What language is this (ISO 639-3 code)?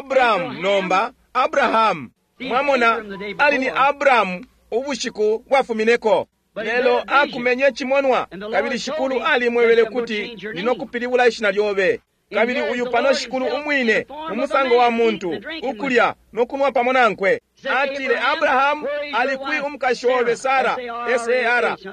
bem